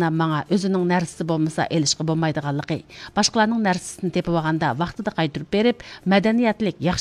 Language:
Uyghur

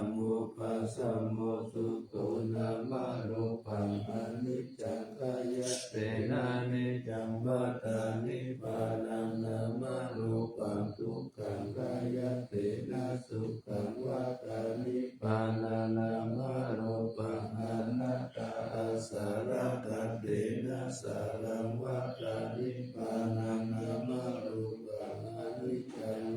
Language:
Pali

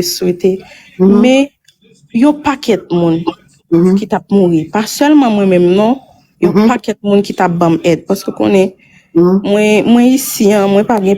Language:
Haitian Creole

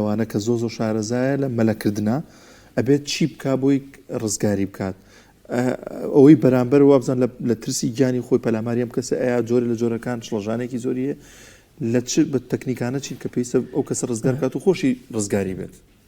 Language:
Central Kurdish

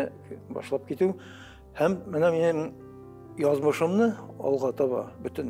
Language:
Tatar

